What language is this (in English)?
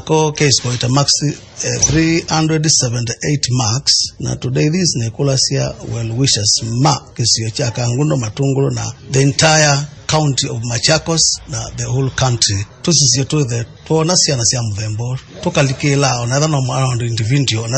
Kamba